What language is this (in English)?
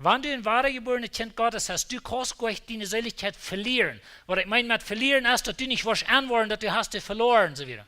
Plautdietsch